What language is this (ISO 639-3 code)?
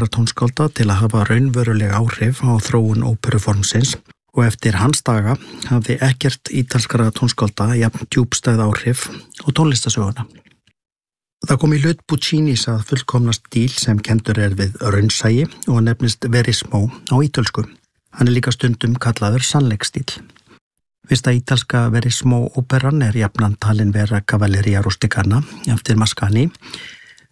isl